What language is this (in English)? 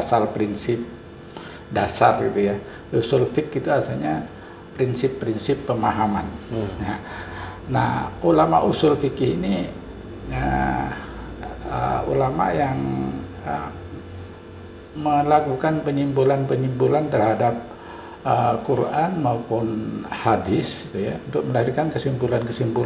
Indonesian